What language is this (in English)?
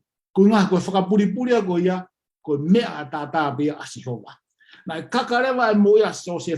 Tongan